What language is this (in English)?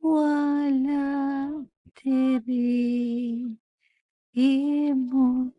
Cebuano